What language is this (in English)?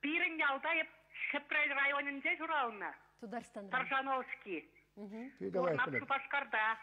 Chuvash